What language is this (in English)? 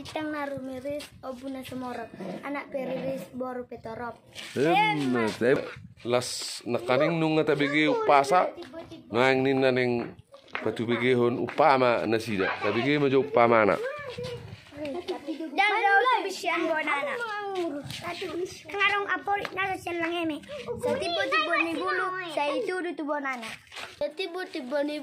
Batak Toba